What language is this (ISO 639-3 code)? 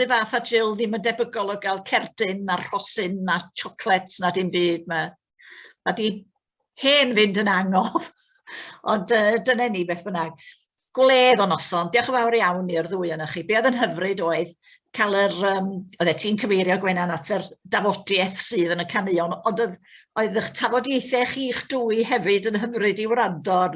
cym